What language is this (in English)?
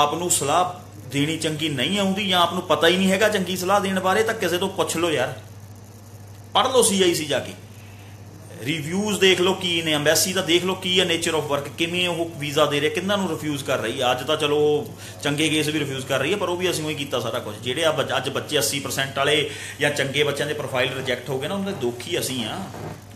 Punjabi